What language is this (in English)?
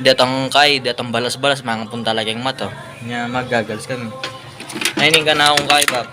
Pampanga